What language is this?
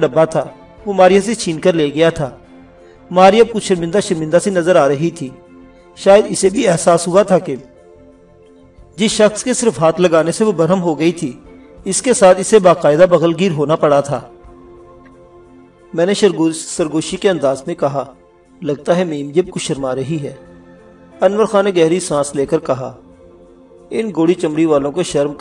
Urdu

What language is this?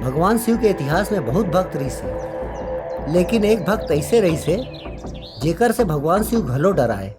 Chhattisgarhi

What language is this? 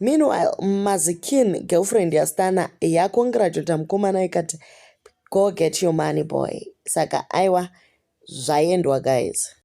Shona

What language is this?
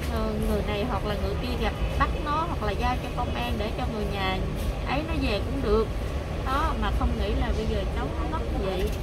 Vietnamese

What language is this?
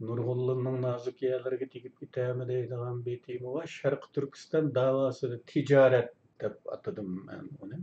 Uyghur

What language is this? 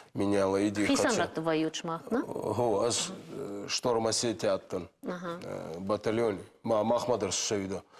Ossetic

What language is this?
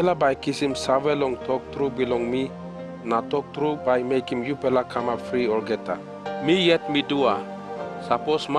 Tok Pisin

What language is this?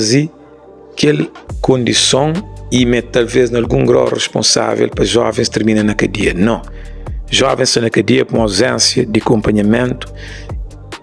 Kabuverdianu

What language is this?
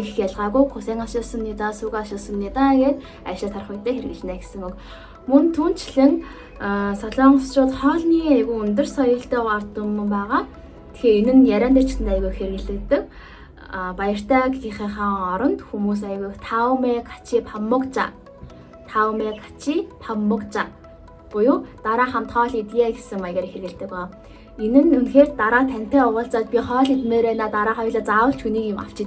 Mongolian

